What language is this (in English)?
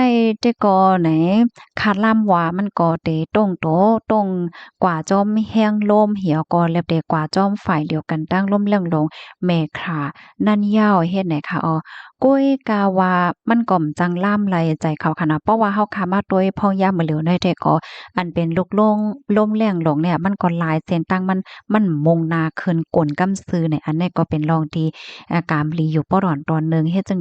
Shan